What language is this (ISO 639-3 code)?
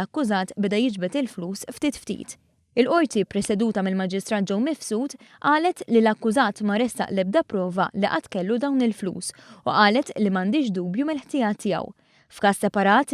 mlt